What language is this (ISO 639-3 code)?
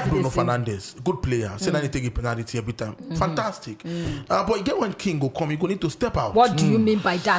pcm